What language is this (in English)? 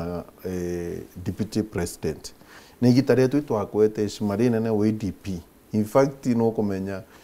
Meru